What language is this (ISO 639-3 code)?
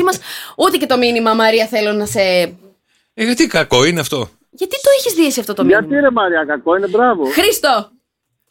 ell